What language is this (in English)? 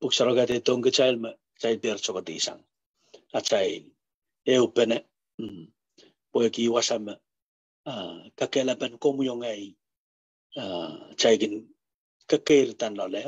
Pohnpeian